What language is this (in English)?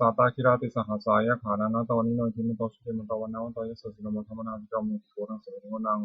Pali